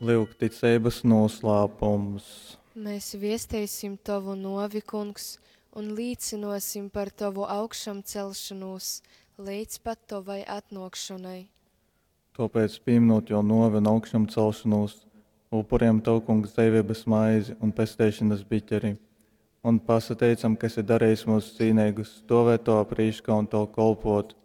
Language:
Latgalian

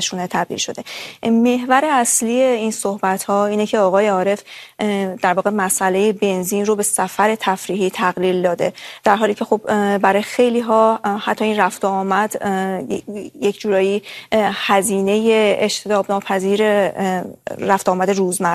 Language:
Persian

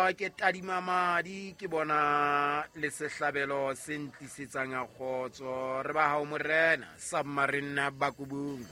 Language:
Southern Sotho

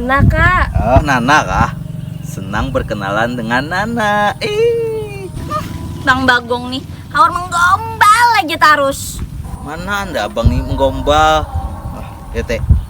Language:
Banjar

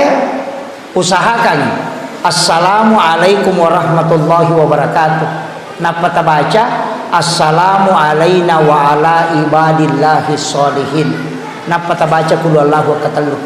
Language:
Buginese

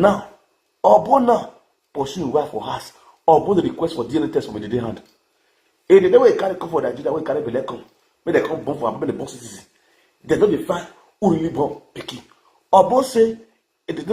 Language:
Nigerian Pidgin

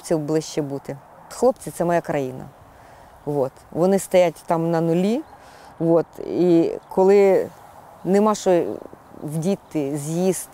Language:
Ukrainian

